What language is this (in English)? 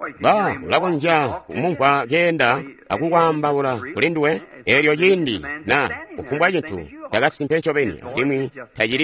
Tonga (Zambia)